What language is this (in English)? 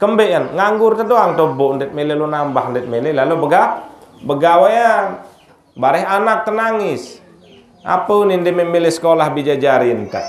Sasak